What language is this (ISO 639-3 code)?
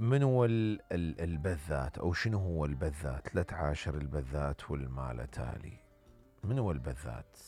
acm